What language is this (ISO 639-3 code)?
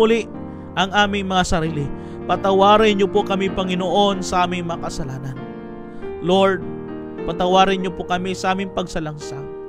fil